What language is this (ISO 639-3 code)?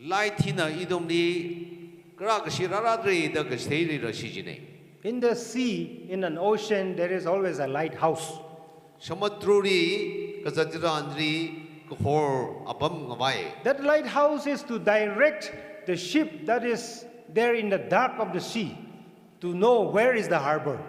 nmf